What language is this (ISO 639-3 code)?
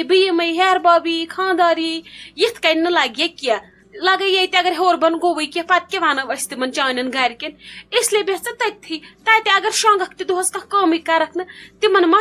kas